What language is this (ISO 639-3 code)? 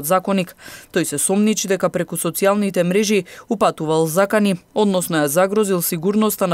mkd